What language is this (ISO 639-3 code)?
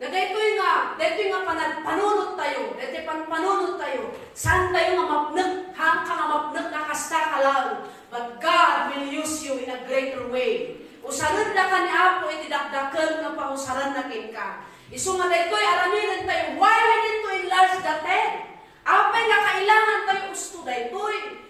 ilo